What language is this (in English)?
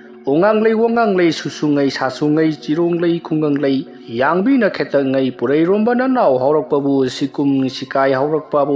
Manipuri